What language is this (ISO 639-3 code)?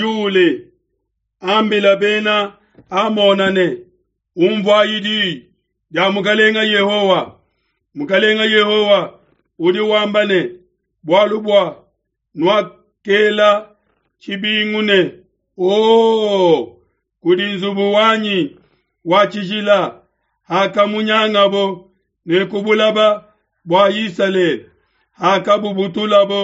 lua